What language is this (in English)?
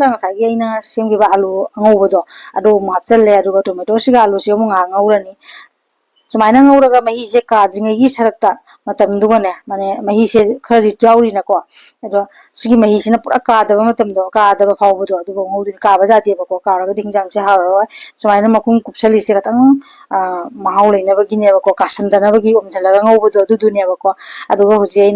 Manipuri